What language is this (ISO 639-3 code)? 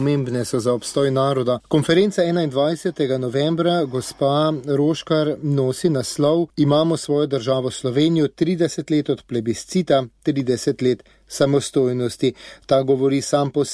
slv